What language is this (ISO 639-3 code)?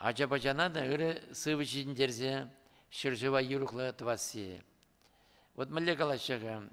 chv